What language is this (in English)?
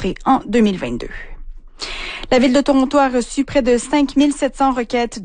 French